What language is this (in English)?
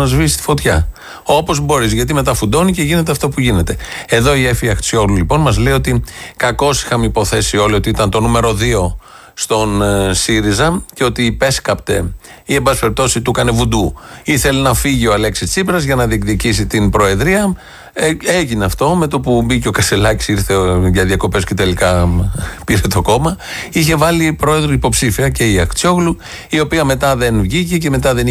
Greek